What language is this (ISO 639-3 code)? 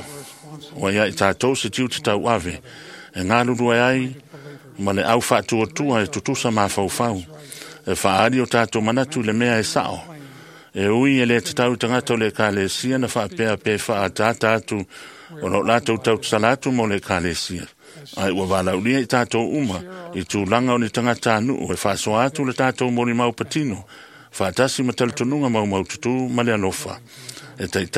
smo